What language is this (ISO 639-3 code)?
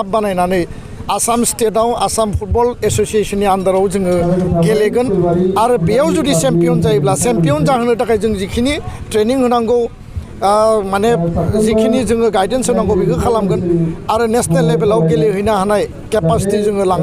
brx